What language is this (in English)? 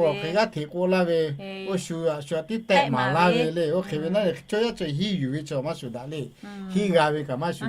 Lahu